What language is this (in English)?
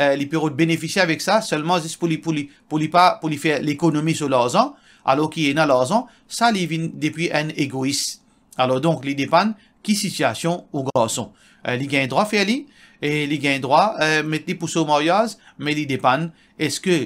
Morisyen